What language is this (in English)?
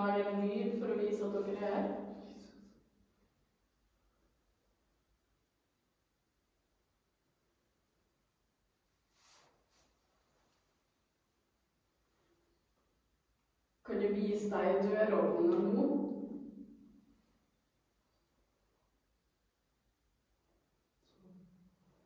Norwegian